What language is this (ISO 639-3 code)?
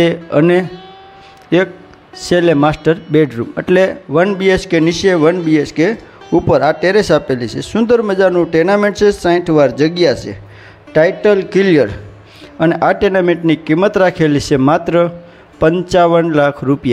guj